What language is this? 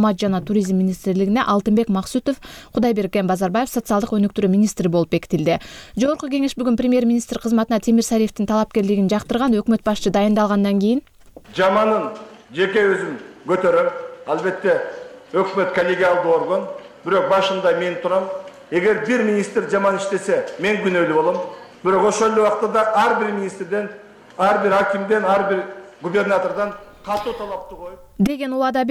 Kyrgyz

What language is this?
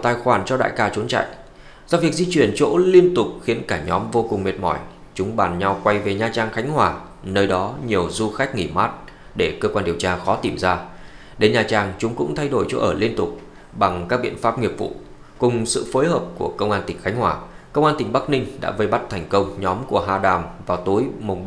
Vietnamese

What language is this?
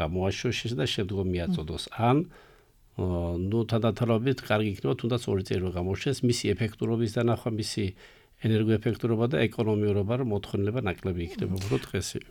Georgian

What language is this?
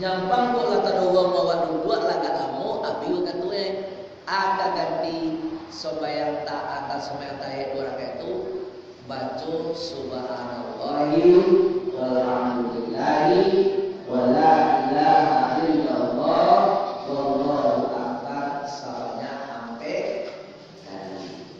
Minangkabau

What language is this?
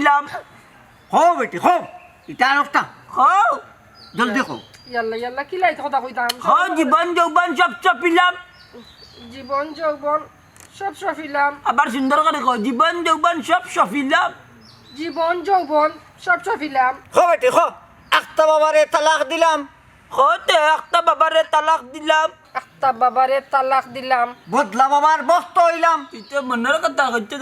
Sylheti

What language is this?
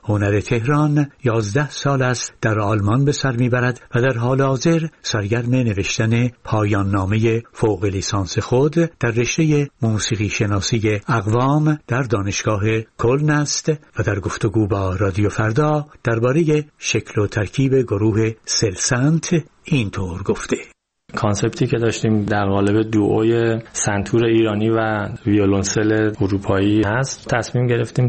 Persian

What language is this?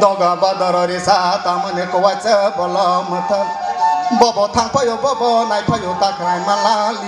Kok Borok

